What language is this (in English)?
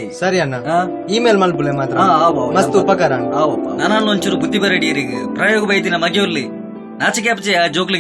Tulu